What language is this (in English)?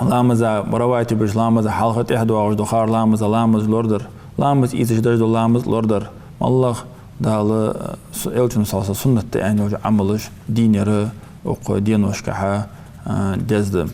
Ingush